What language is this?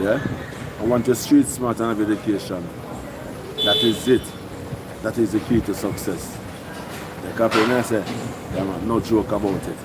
Jamaican Creole English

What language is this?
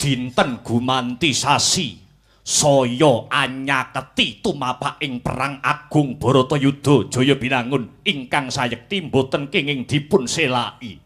Javanese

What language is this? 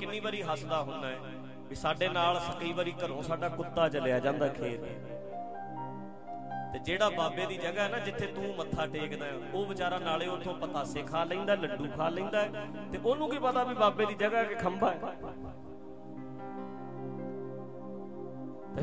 Punjabi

